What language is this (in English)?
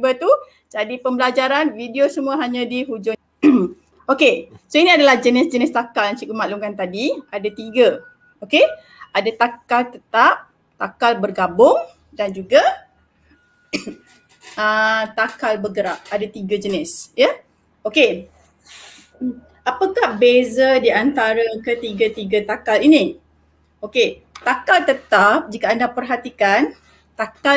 Malay